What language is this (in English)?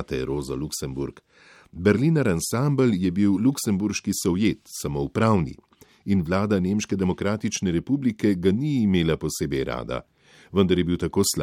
Slovenian